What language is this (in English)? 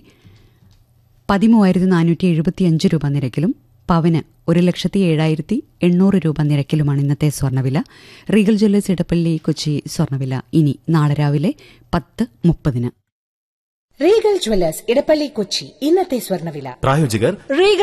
Malayalam